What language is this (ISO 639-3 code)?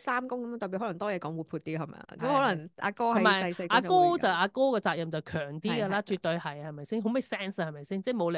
yue